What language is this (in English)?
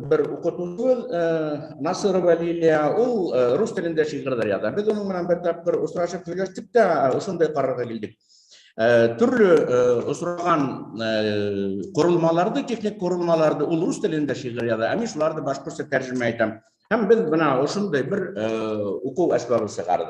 Bashkir